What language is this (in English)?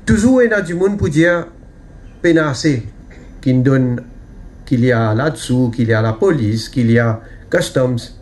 Morisyen